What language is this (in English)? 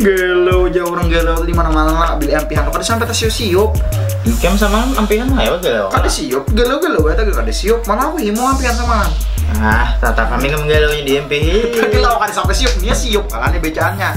Banjar